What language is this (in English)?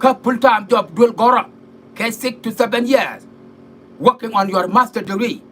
Nuer